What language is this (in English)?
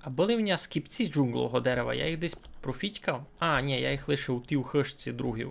Rusyn